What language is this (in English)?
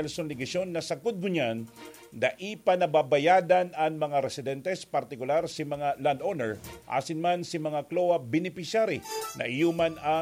Bikol